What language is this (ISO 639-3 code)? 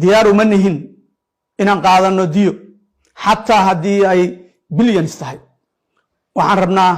som